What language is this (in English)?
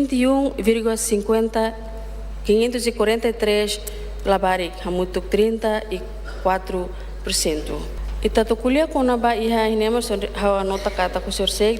Tetum